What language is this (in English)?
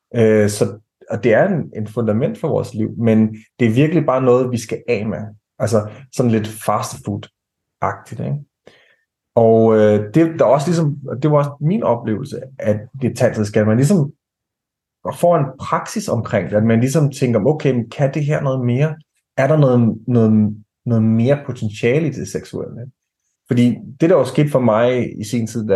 Danish